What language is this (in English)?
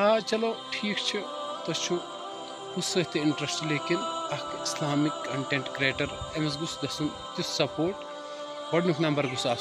Kashmiri